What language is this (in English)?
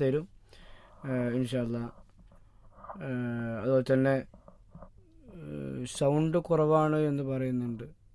Malayalam